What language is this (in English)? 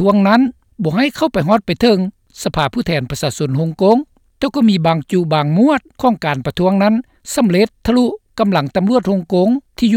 Lao